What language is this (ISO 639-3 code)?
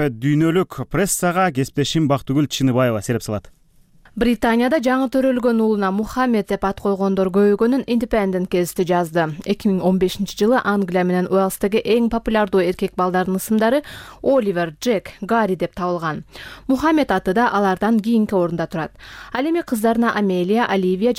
kir